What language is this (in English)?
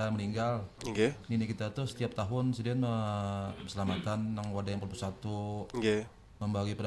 Banjar